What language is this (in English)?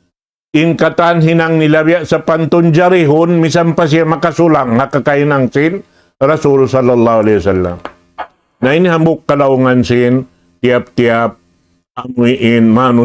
Tausug